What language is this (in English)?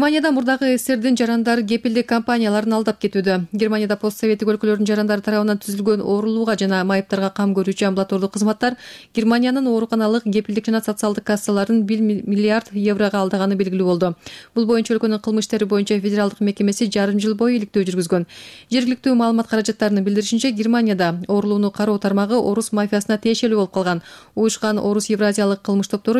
Kyrgyz